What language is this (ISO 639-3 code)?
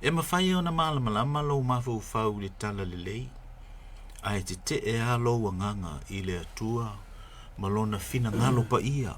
smo